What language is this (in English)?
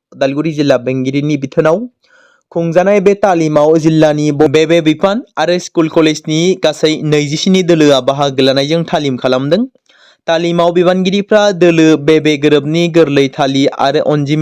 Bodo